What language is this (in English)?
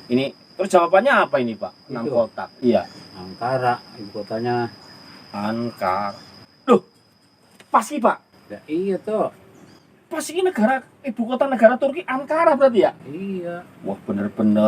Betawi